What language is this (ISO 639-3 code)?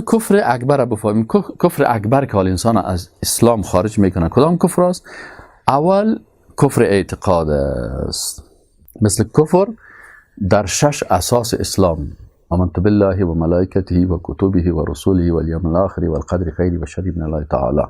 fas